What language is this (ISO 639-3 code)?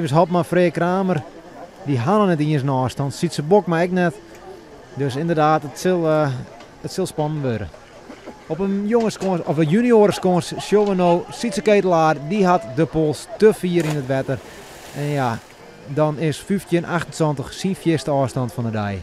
fry